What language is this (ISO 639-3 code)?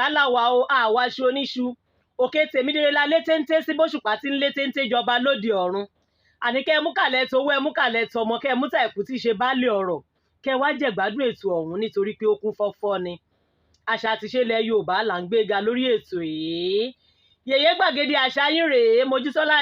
yor